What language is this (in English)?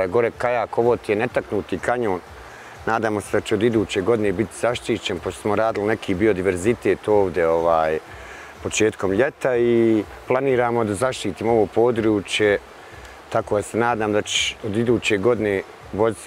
Bosnian